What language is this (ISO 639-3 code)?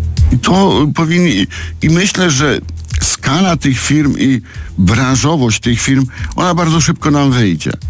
pol